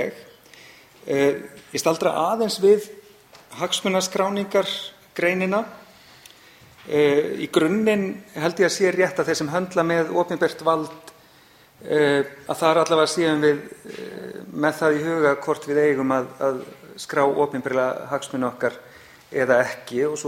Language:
Icelandic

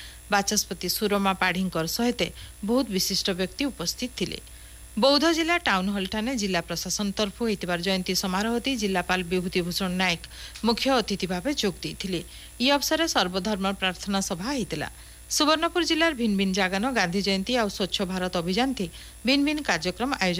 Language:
Odia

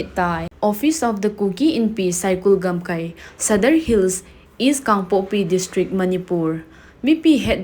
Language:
Thado Chin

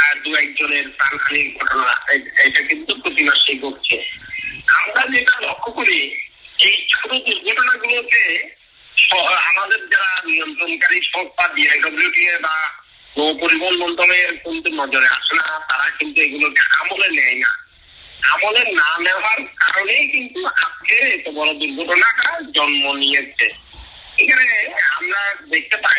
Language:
Bangla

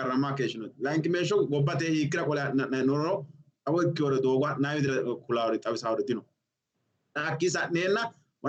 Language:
Sidamo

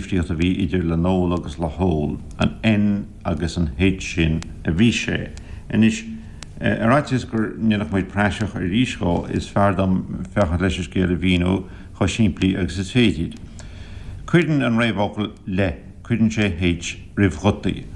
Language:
Irish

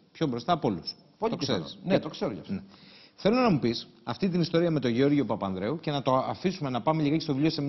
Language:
Greek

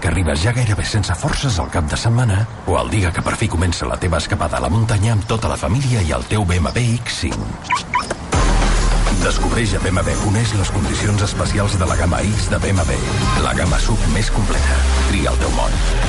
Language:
Catalan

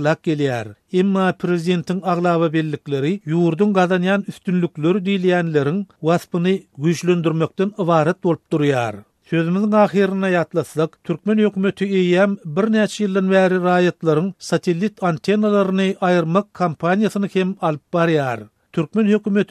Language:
Turkmen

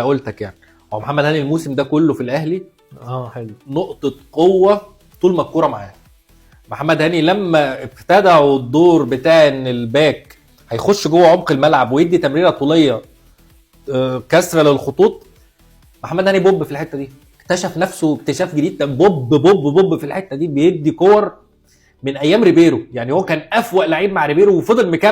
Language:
Egyptian Arabic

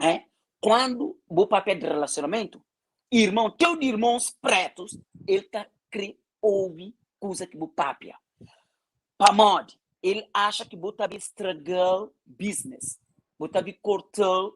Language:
Kabuverdianu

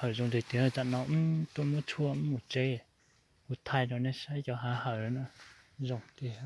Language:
Hmong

